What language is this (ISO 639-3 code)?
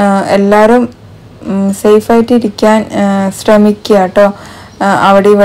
mal